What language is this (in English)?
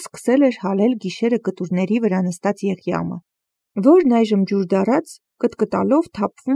Armenian